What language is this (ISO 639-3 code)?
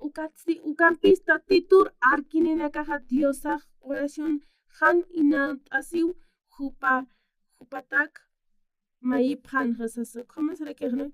aym